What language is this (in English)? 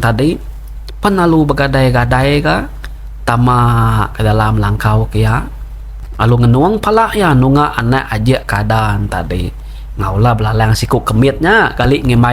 Iban